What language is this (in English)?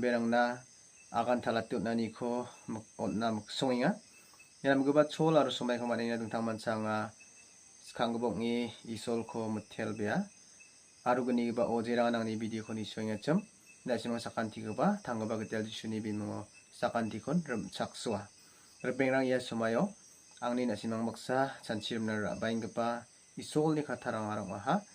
Garo